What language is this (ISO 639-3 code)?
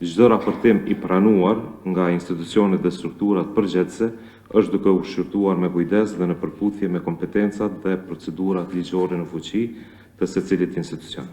sqi